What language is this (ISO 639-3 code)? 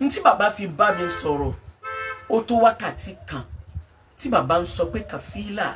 yor